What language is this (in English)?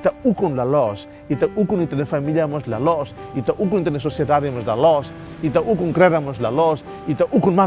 Tetum